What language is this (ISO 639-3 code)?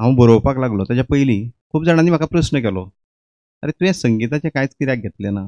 kok